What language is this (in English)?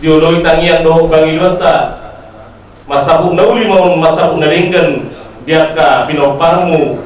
Batak Toba